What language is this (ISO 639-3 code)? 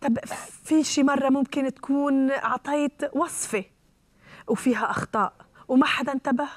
apc